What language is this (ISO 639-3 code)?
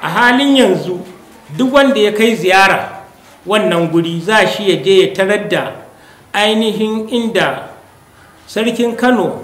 hau